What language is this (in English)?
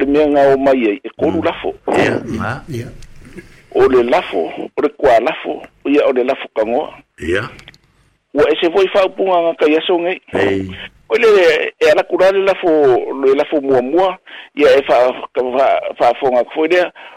Samoan